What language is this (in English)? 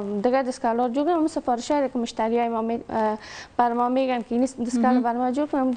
Persian